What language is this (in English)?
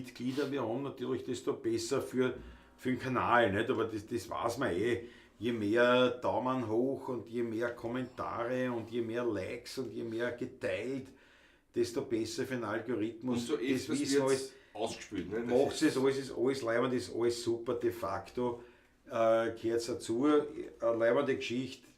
Bavarian